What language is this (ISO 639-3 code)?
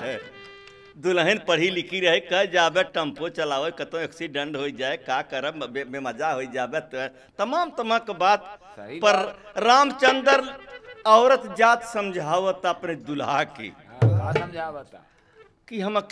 bho